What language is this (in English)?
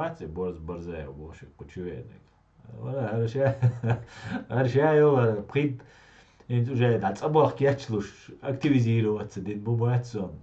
Chechen